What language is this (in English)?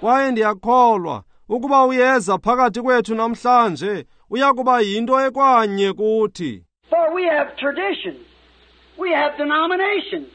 Xhosa